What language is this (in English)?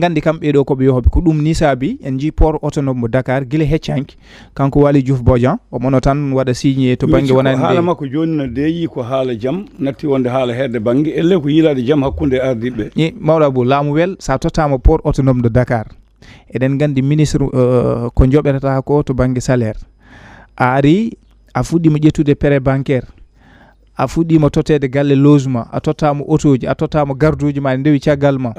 Fula